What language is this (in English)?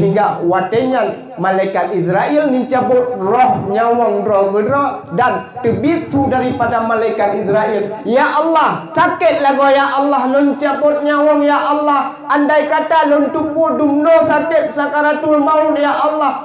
Achinese